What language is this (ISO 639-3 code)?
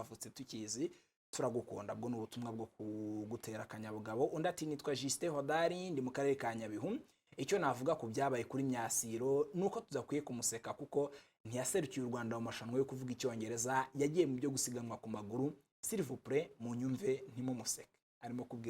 kin